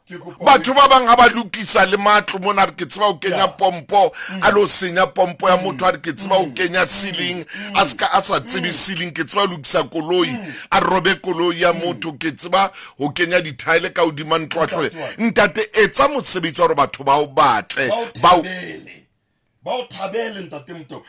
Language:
Southern Sotho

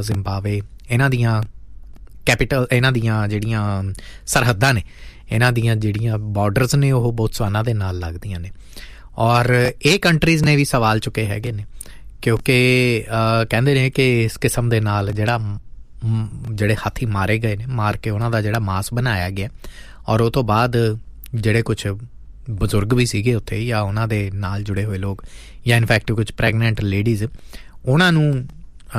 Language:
Punjabi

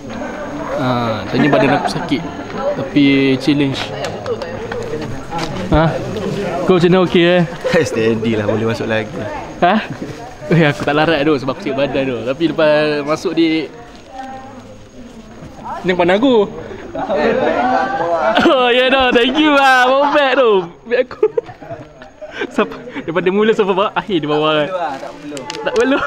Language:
Malay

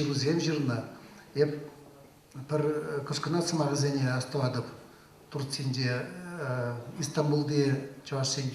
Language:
Chuvash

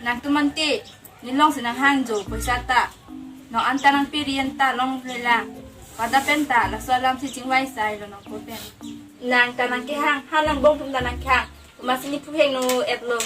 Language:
Karbi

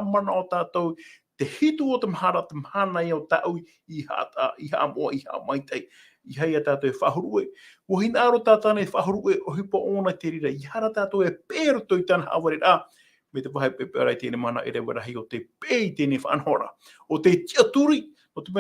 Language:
Tahitian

